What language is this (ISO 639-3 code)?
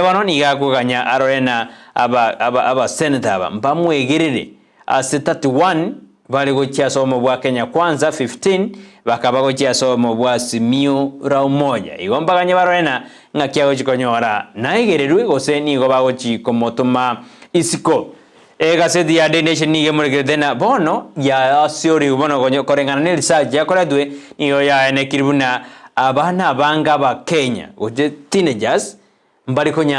guz